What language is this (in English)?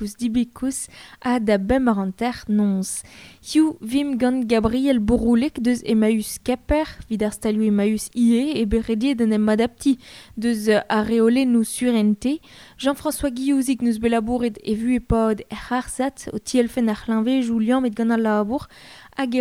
Breton